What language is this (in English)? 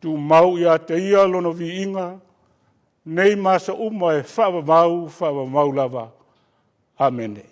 Samoan